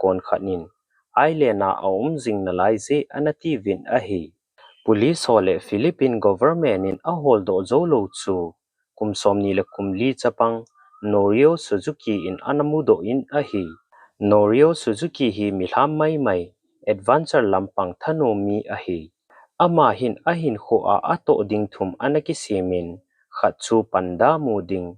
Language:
Thado Chin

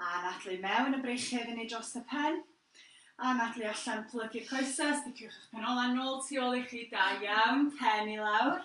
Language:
Welsh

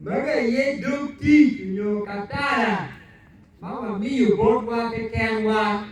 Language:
Acoli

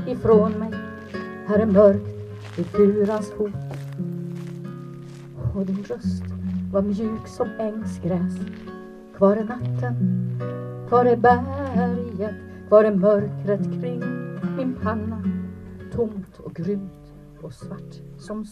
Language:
Swedish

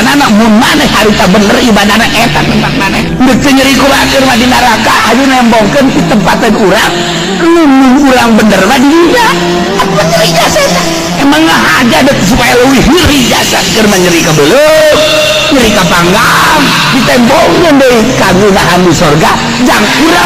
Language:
Sundanese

